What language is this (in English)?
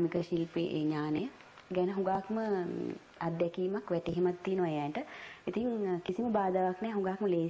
Sinhala